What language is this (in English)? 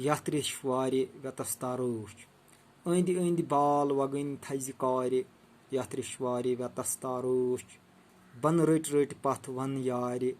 Kashmiri